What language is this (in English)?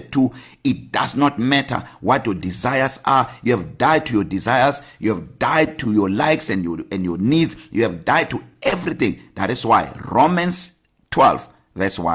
English